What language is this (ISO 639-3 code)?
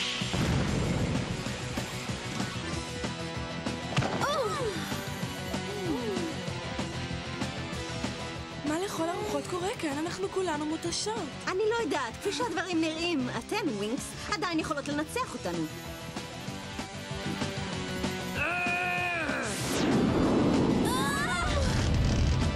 heb